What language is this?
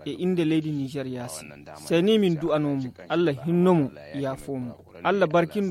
Nigerian Fulfulde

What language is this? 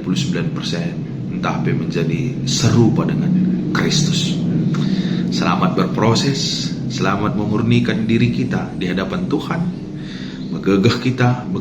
Batak Karo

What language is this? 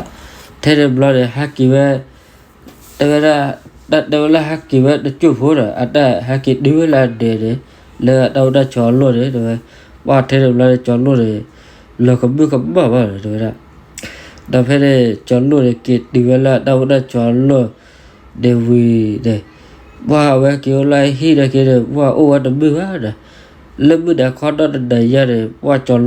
S'gaw Karen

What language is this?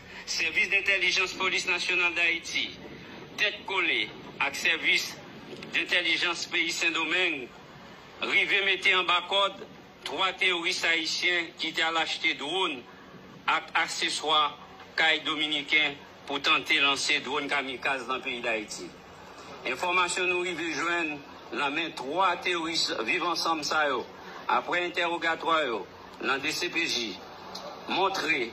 Haitian Creole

